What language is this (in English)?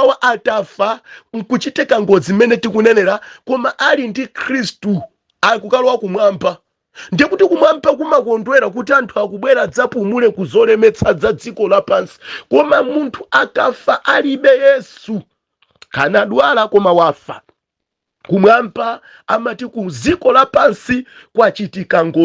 Nyanja